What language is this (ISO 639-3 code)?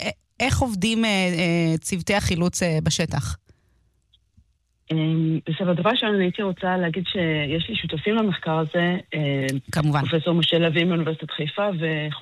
heb